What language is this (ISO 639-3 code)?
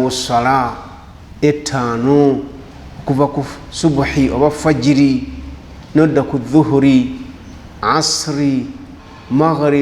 lug